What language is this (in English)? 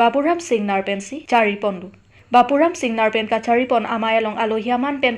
Karbi